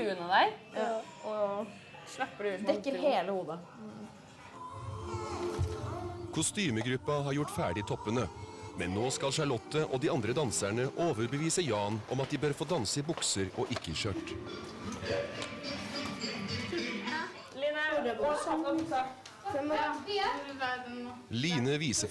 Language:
Norwegian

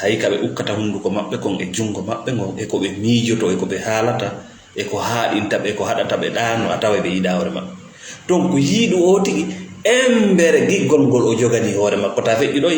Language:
Fula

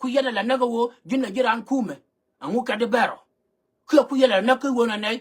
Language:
Nuer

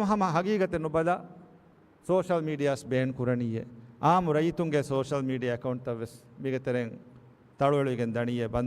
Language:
Divehi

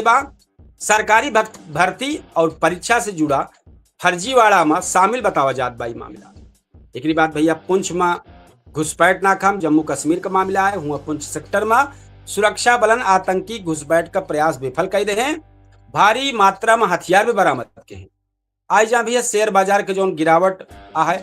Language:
Awadhi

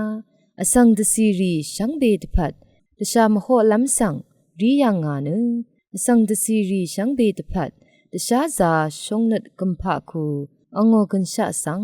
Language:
Rawang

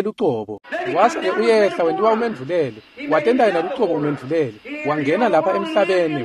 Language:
Swati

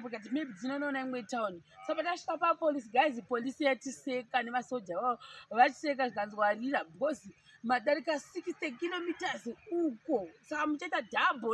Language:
Shona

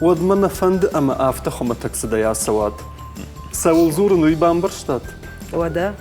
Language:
Ossetic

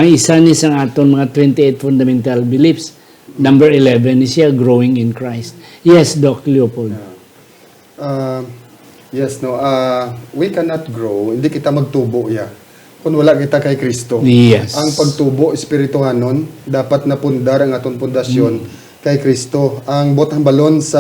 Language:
Hiligaynon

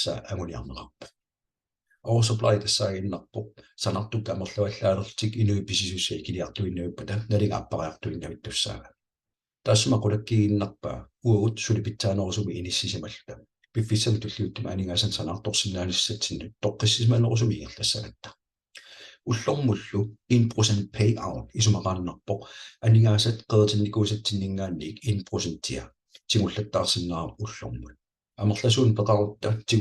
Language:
Kalaallisut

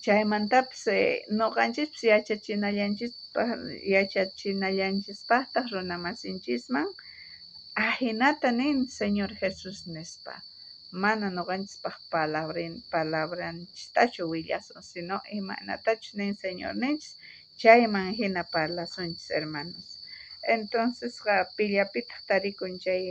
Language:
South Bolivian Quechua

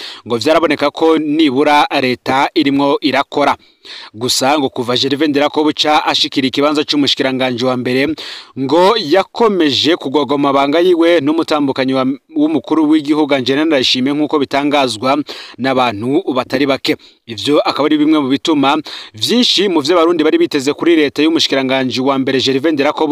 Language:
Rundi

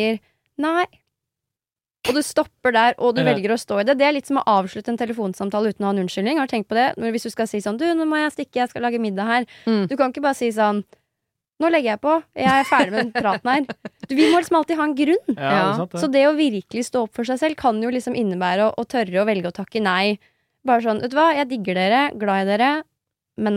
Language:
Norwegian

